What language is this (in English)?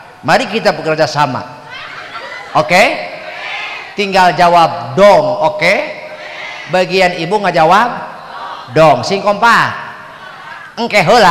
Sundanese